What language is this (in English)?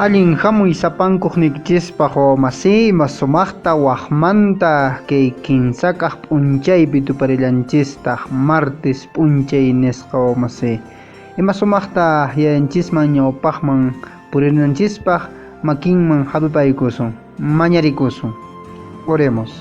Quechua